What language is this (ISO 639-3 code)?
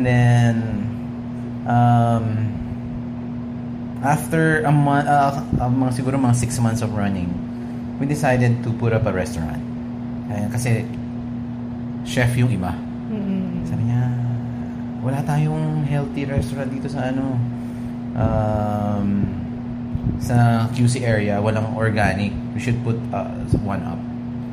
fil